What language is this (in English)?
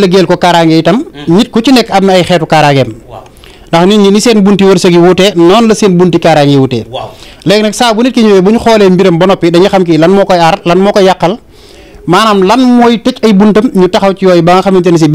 Wolof